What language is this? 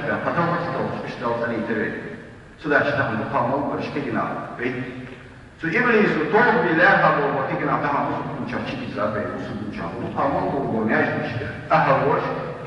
Ingush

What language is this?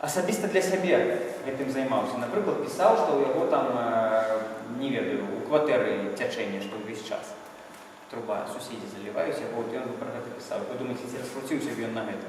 Belarusian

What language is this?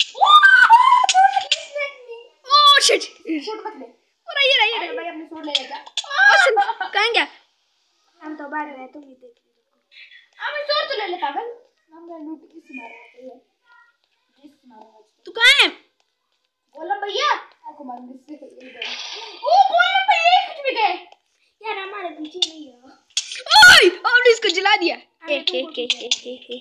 Hindi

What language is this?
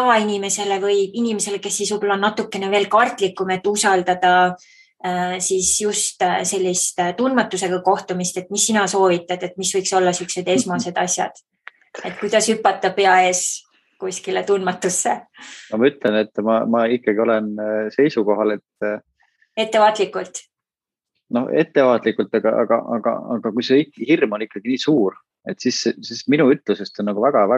Estonian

